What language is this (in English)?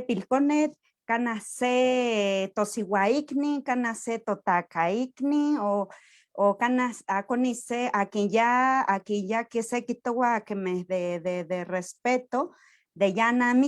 Eastern Huasteca Nahuatl